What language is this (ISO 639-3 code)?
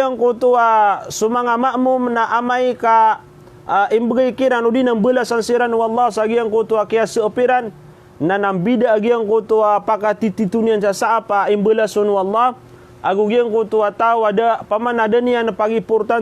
mrw